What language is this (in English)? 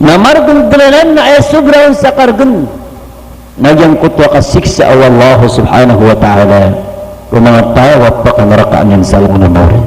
Maranao